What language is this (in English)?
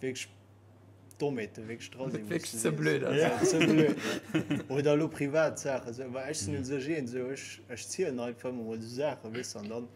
Luxembourgish